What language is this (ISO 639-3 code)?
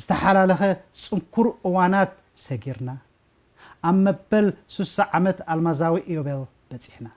tir